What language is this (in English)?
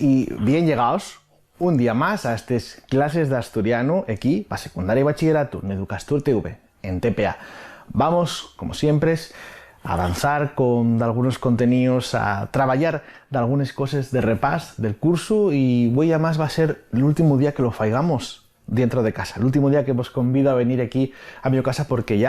Asturian